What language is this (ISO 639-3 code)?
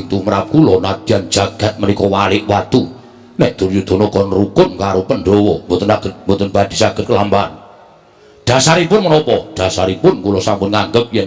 jav